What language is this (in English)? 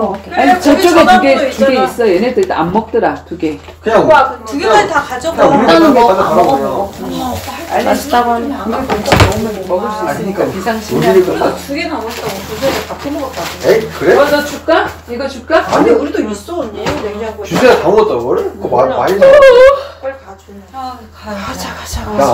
Korean